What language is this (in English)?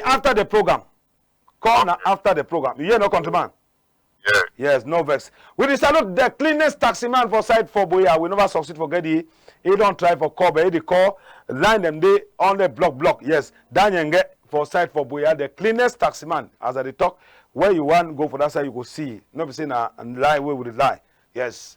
Cameroon Pidgin